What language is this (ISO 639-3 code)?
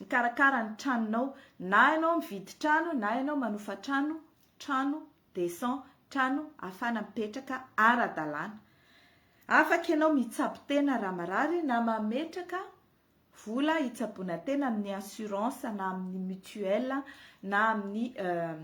mlg